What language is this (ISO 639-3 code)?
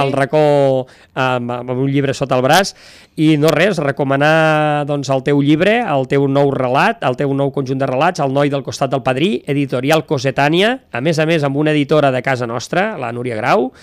cat